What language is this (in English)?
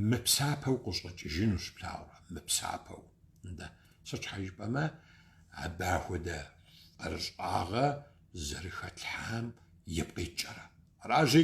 Kabardian